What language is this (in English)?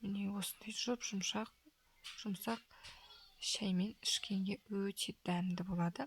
Kazakh